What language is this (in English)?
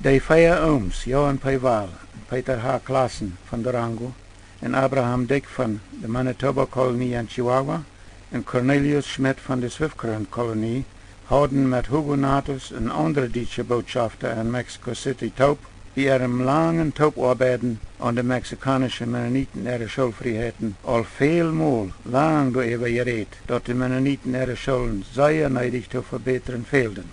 Plautdietsch